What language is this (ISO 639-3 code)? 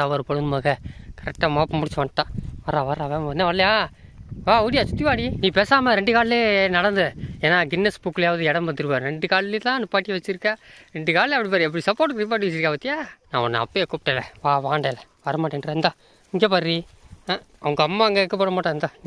tam